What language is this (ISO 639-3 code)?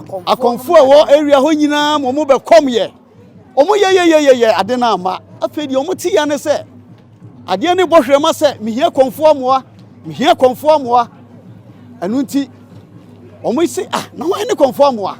aka